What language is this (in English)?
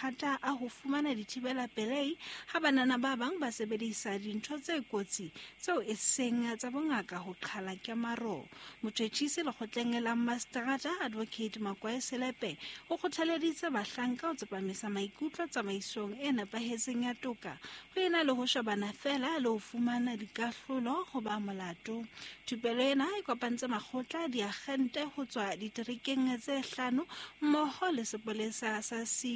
Southern Sotho